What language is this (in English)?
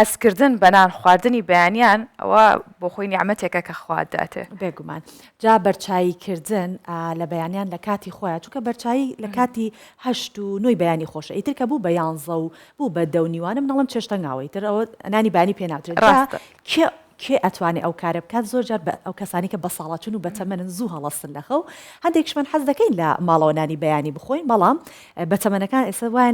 Central Kurdish